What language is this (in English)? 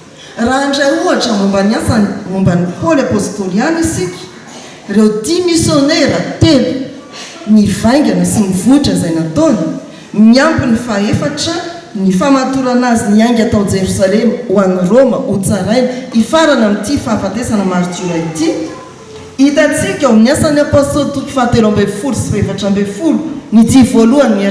Malagasy